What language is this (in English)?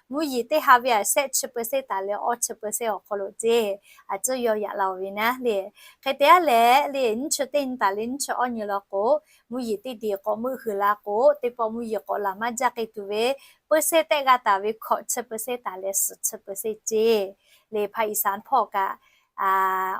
Lahu